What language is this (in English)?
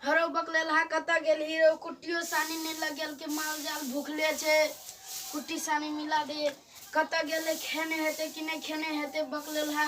Maithili